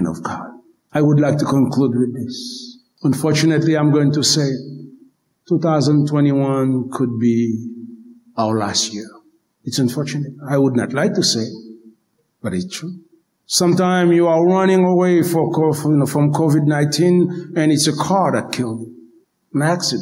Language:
Haitian Creole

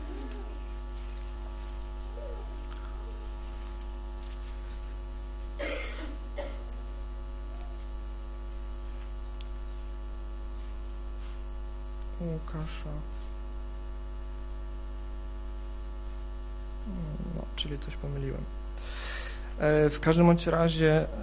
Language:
Polish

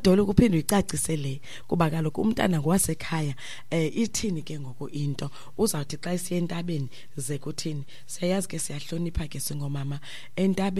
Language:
Xhosa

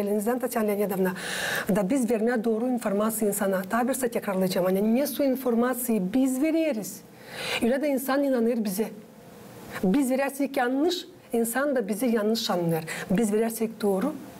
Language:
Gagauz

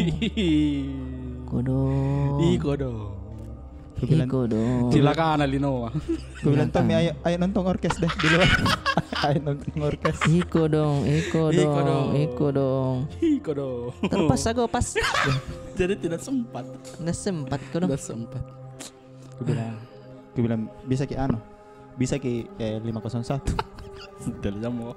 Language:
Makassar Malay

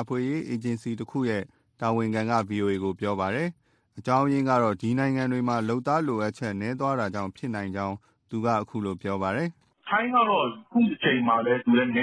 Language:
Burmese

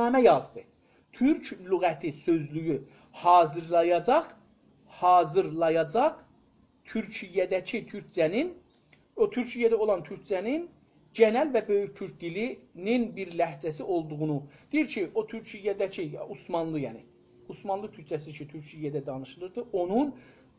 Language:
South Azerbaijani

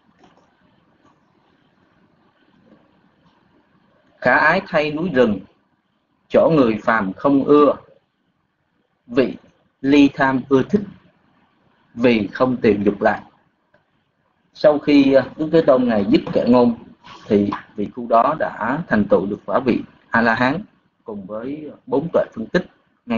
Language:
Vietnamese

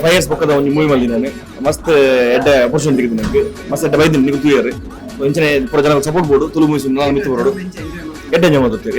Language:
Tulu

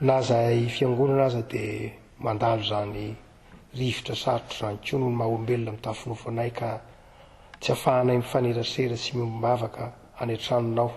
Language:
Malagasy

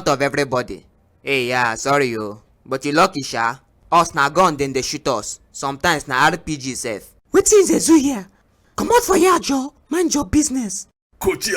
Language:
Nigerian Pidgin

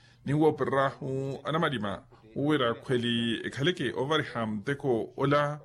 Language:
Makhuwa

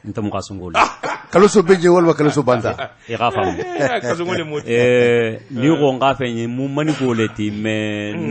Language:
Bambara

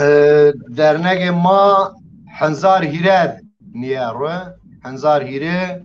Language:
Zaza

